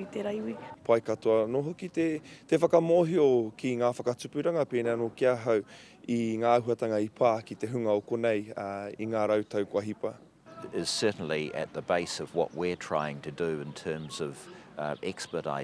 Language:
Māori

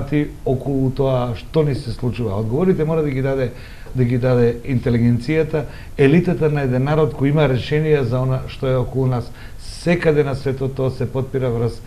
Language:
Macedonian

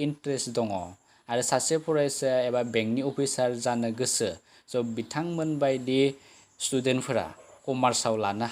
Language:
Bodo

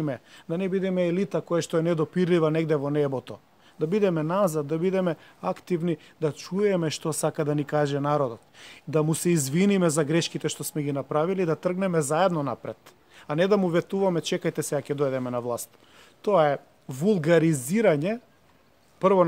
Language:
Macedonian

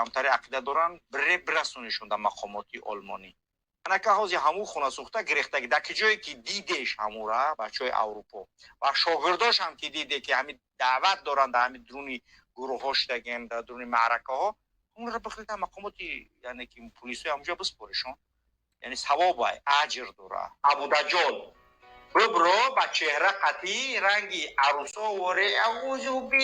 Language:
Tajik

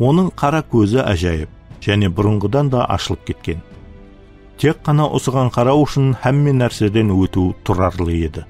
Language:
Kara-Kalpak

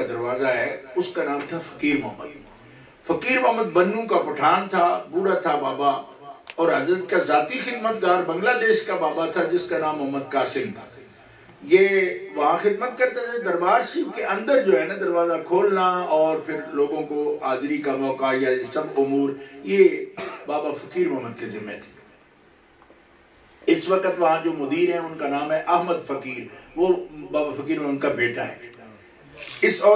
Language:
Urdu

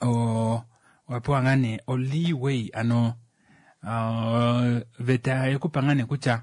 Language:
Kuanyama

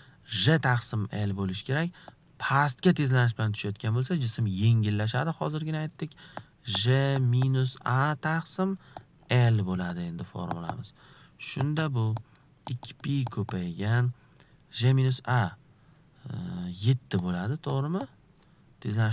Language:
Uzbek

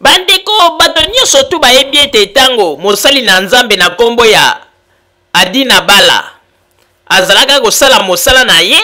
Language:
Lingala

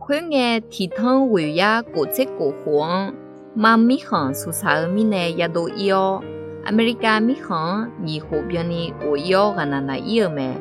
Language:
Akha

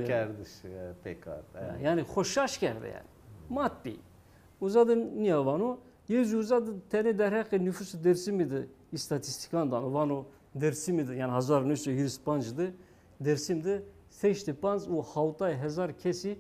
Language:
Zaza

